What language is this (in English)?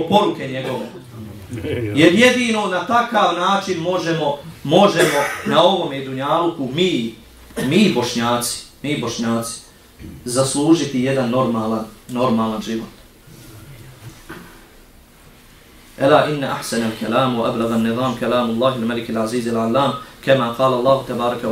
Bosnian